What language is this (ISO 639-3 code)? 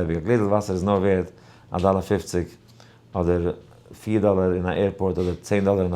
yid